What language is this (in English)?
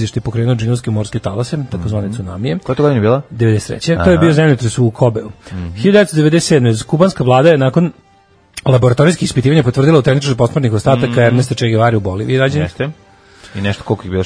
Serbian